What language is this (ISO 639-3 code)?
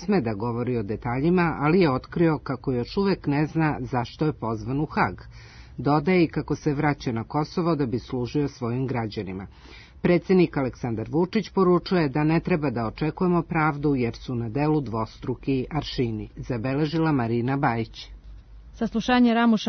srp